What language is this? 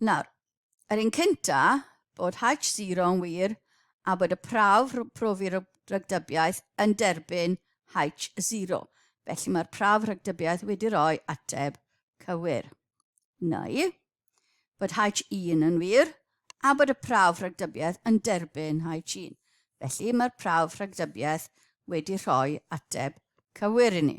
Welsh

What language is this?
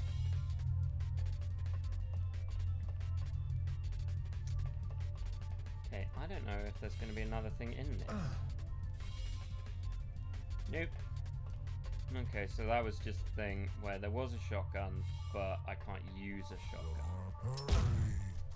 English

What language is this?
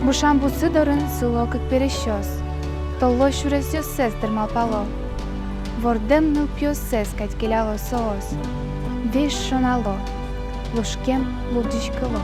Udmurt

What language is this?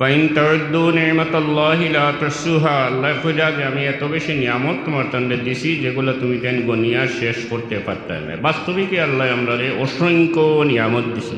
Sylheti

